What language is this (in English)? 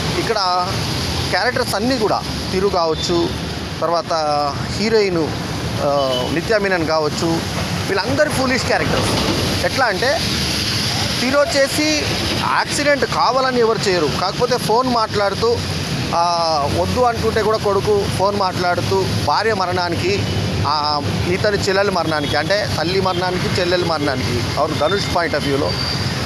Telugu